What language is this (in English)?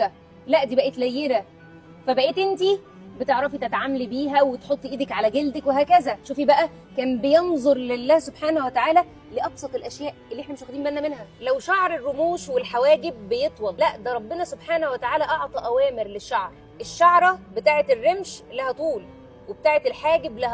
Egyptian Arabic